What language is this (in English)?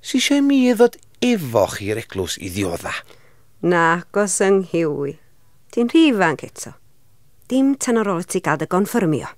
Welsh